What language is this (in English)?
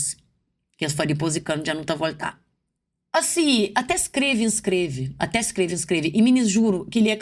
Kabuverdianu